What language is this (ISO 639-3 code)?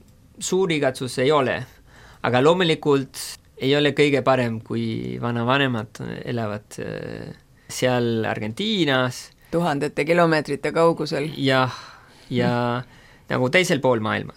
est